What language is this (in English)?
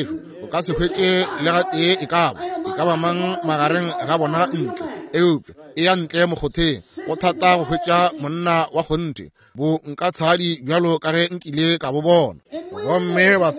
Northern Sotho